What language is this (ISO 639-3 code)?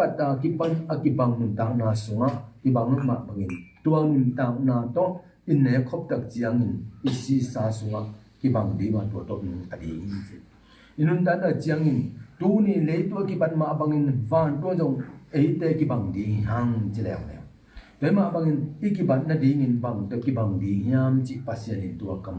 ctd